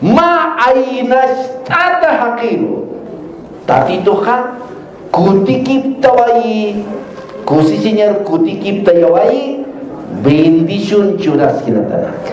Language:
Aymara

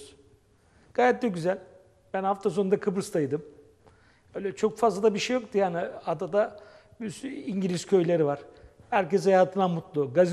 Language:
Turkish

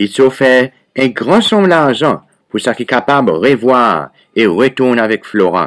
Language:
Seselwa Creole French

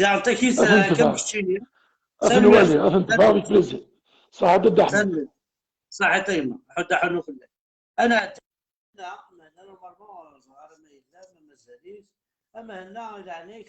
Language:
Kabyle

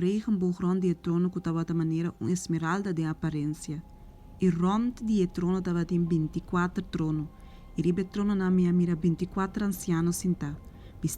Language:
Papiamento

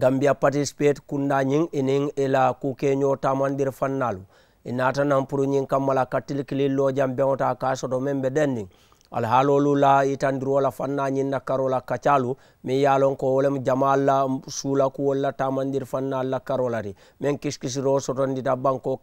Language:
Mandingo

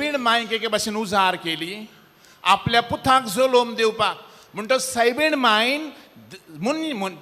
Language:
Konkani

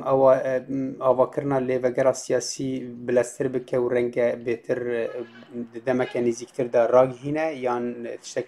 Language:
Kurdish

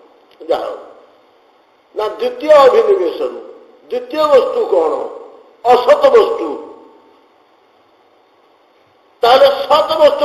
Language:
Odia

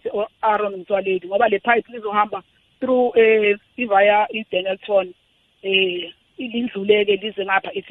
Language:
South Ndebele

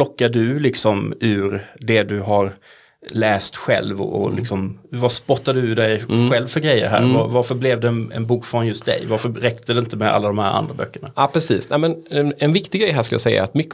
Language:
Swedish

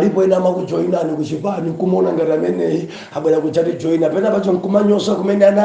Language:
Nyanja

